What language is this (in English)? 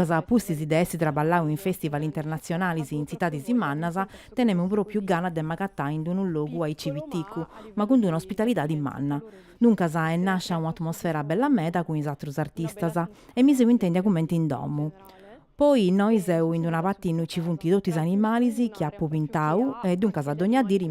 Sardinian